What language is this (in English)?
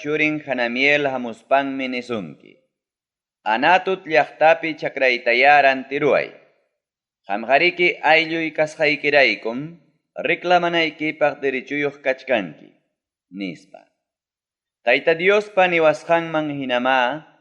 Ayacucho Quechua